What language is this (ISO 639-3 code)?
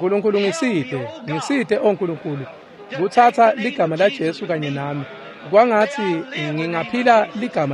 ssw